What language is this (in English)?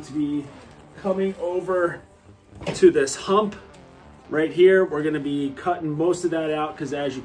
English